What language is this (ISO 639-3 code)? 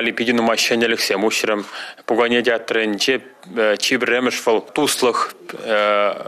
chv